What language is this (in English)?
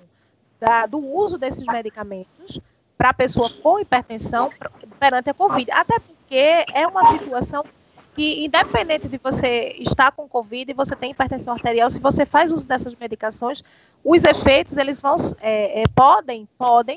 Portuguese